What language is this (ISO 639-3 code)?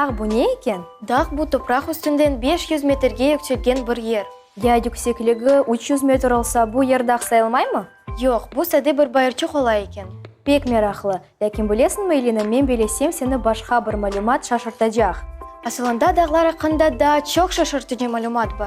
crh